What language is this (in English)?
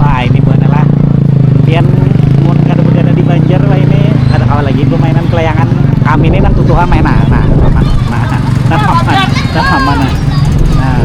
Banjar